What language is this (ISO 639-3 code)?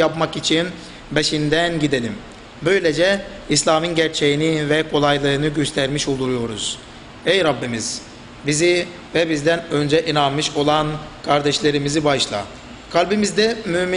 tur